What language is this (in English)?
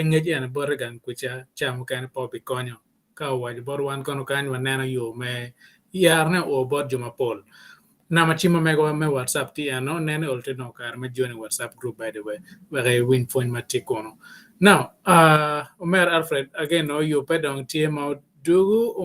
Acoli